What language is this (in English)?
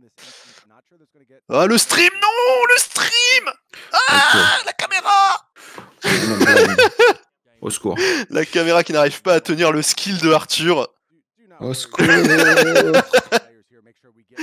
French